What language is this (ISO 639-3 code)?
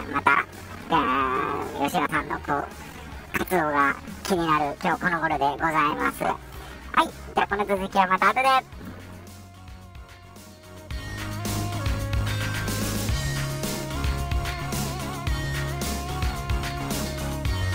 jpn